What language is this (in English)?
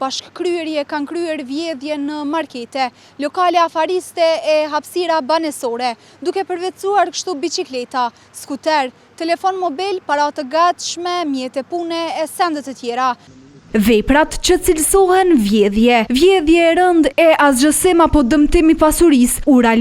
Albanian